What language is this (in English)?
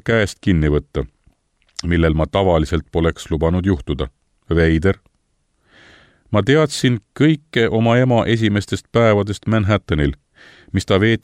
Estonian